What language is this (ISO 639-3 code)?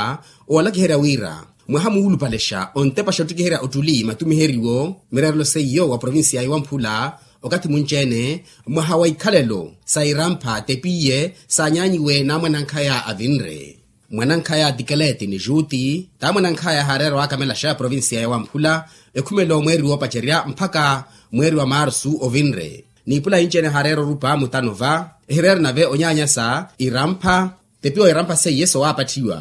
vmw